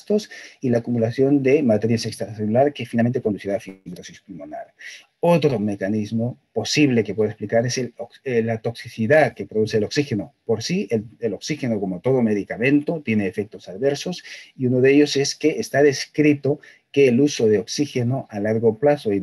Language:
Spanish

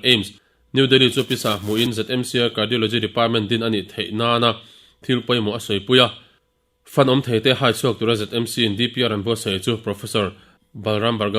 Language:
Mizo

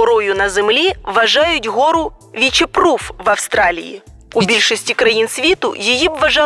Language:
Ukrainian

